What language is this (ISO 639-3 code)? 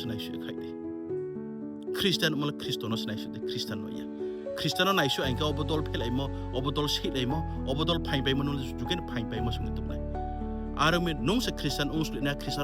ria